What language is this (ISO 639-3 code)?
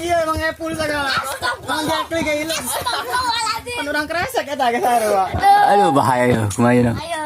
sun